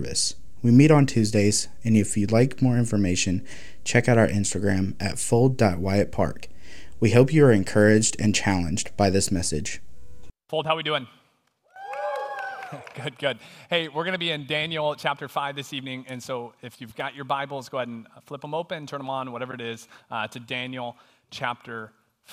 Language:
English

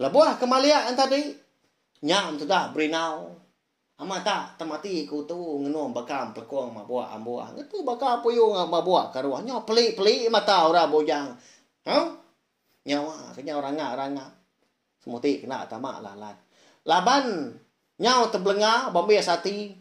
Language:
Iban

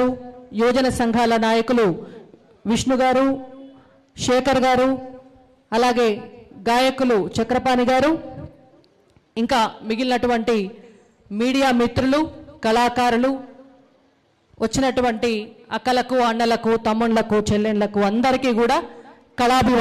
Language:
Telugu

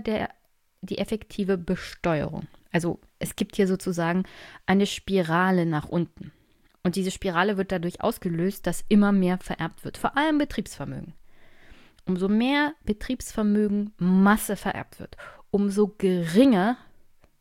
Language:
German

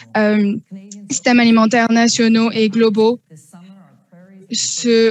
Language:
French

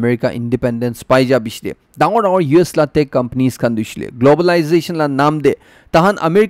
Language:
Naga Pidgin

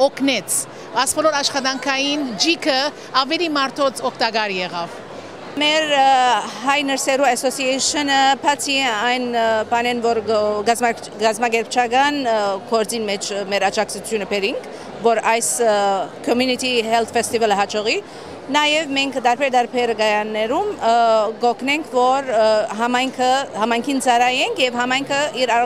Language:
Western Armenian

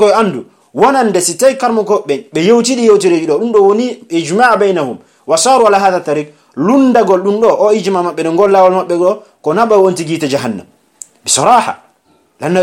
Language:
Pular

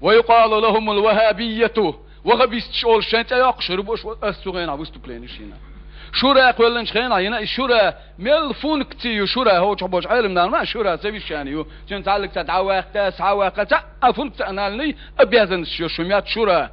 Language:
Chechen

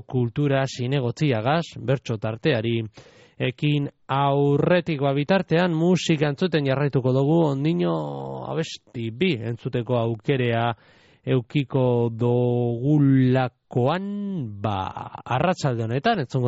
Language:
Basque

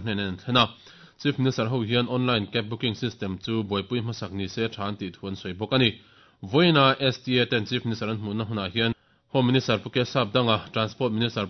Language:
Mizo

